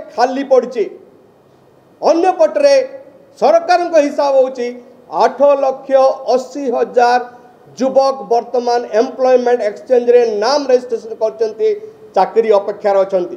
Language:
Odia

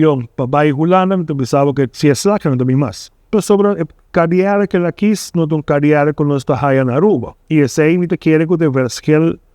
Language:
Papiamento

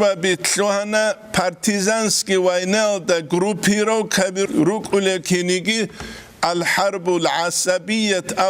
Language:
Avaric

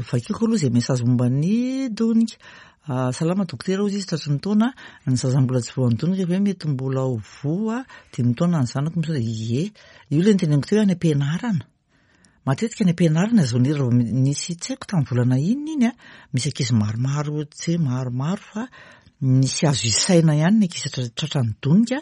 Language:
Malagasy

